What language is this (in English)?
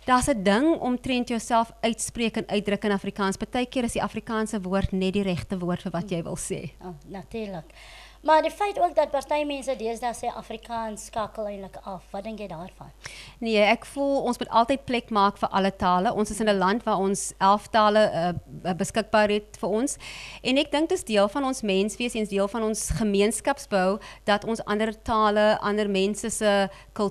Afrikaans